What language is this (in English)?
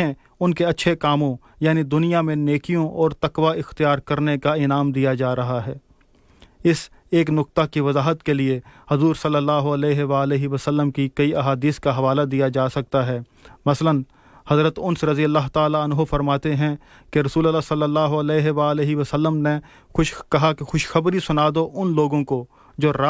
Urdu